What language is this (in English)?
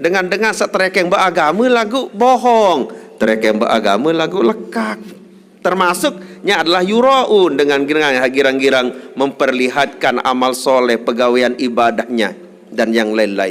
Sasak